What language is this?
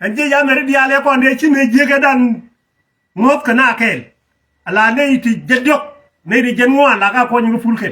Nuer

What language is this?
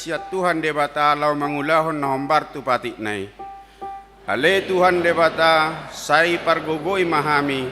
Batak Toba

